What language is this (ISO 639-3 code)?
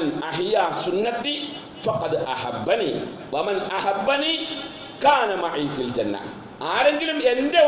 mal